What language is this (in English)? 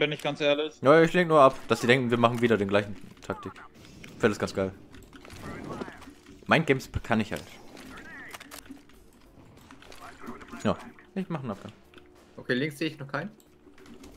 German